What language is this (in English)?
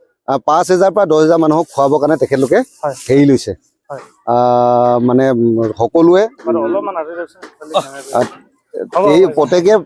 Assamese